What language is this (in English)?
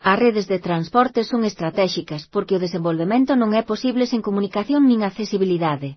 Galician